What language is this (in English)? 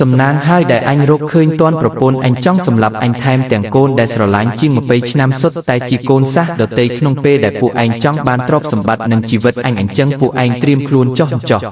Khmer